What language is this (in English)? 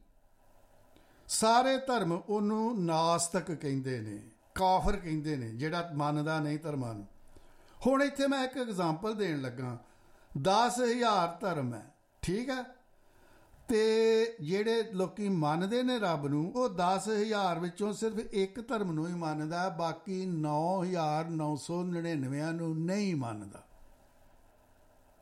Punjabi